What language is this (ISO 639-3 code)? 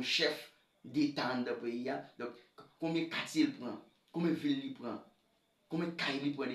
hat